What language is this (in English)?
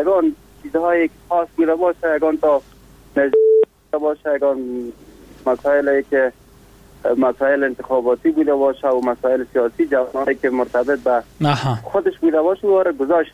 Persian